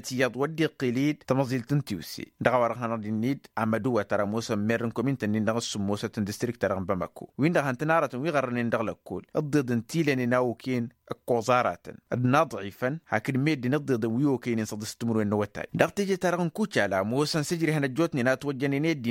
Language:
Tamasheq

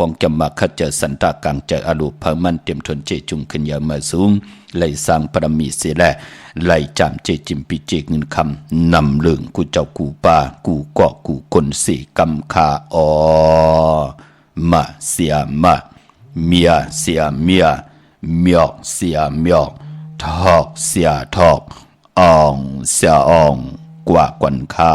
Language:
Shan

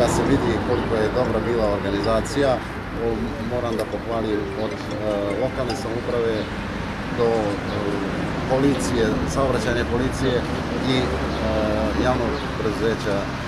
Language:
Serbian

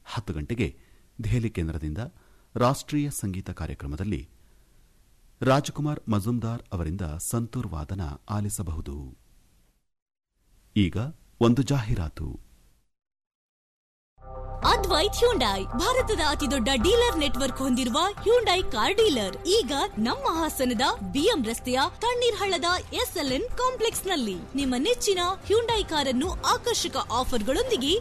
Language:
Kannada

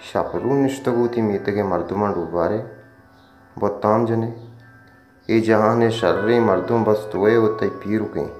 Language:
Baluchi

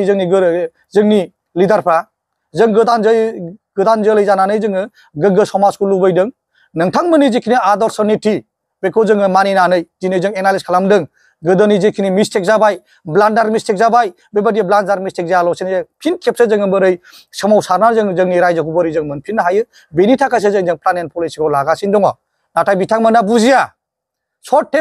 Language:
Bodo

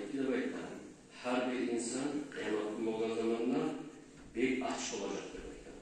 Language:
Kumyk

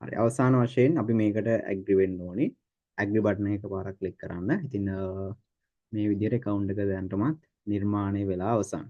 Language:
Sinhala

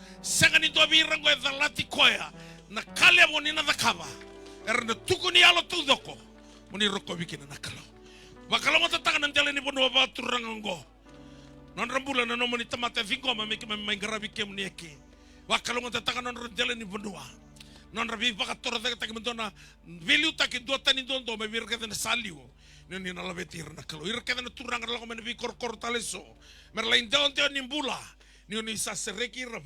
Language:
Fijian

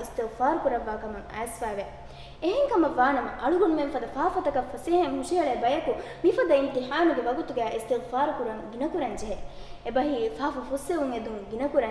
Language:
Divehi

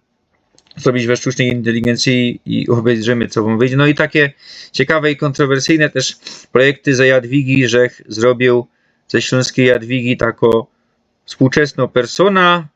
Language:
Silesian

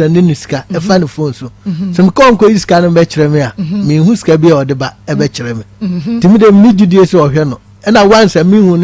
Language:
Akan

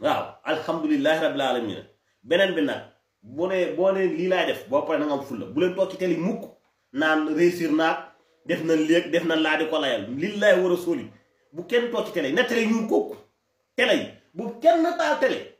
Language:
Wolof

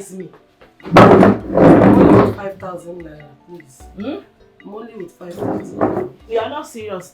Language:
Nigerian Pidgin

